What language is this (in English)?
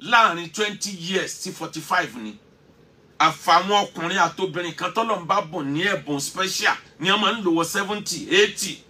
Yoruba